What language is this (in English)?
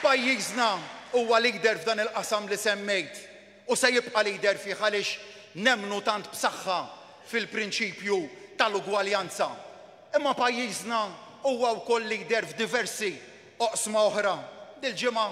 Maltese